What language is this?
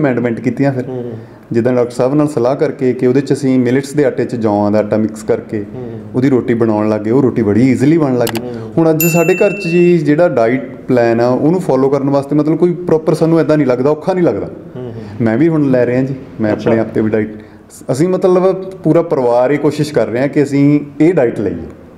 Punjabi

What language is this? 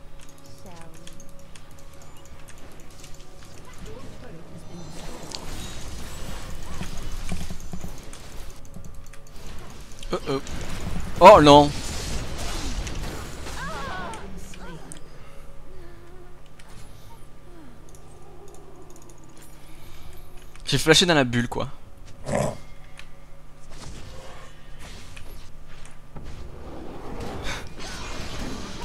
French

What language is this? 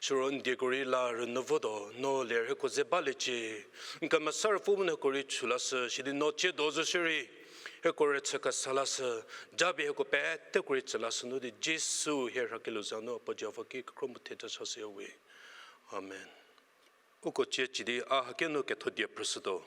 Angami Naga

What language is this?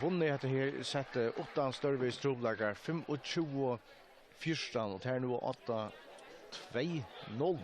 Faroese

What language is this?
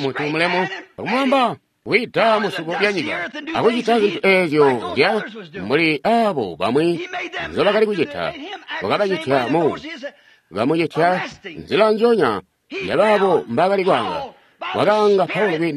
Tonga (Zambia)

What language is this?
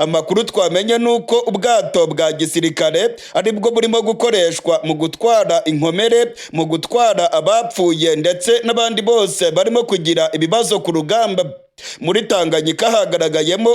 Rundi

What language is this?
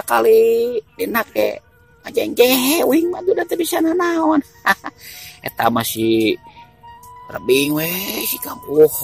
Sundanese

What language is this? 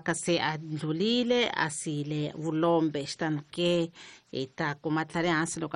Tsonga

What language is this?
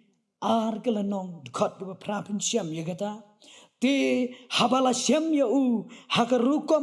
Khasi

